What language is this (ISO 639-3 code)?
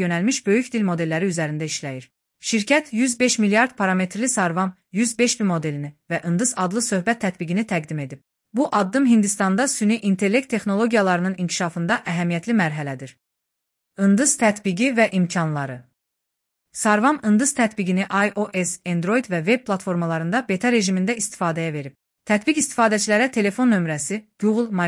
aze